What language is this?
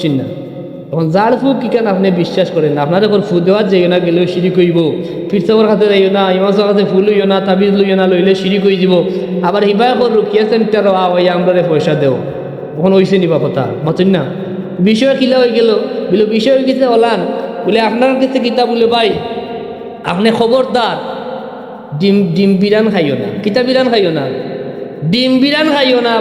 Sylheti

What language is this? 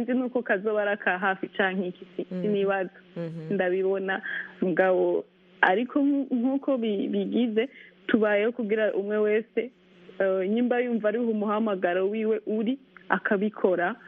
Kinyarwanda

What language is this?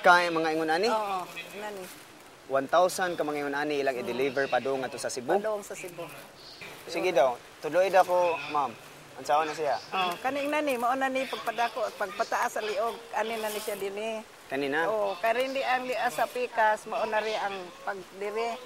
Cebuano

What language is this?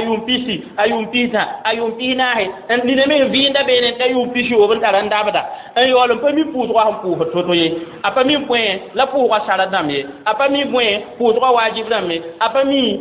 Mossi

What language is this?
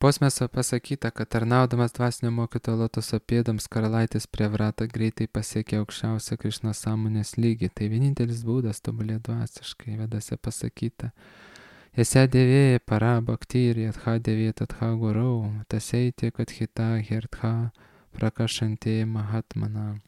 Lithuanian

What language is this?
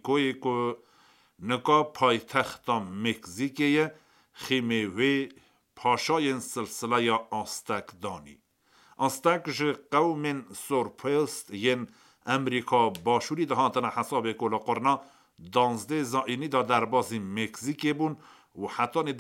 Kurdish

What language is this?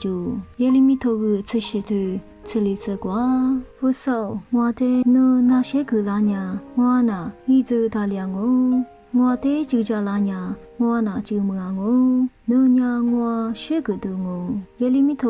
Lisu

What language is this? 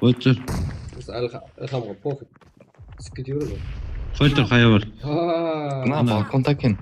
Kara-Kalpak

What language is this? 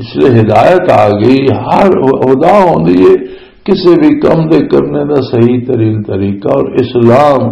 Western Panjabi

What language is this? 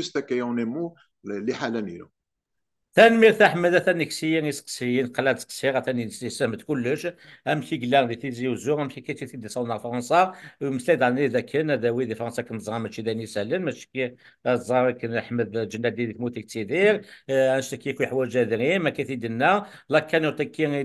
Kabyle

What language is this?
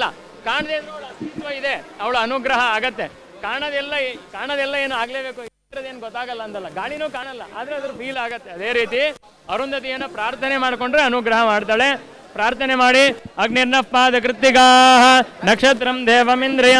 Kannada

